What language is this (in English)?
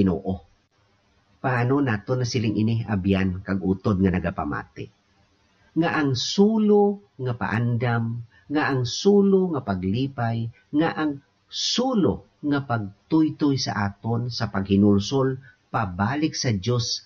Hiligaynon